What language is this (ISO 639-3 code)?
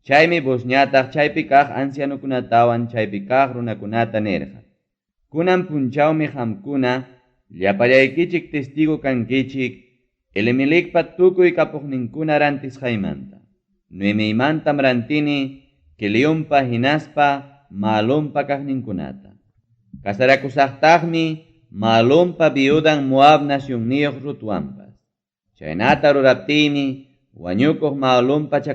quy